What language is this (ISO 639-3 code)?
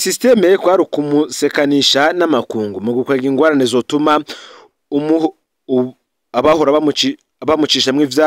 run